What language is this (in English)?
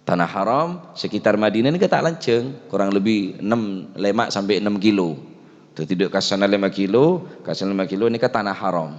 Madurese